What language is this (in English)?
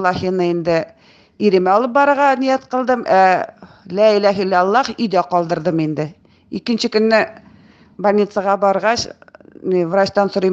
Tatar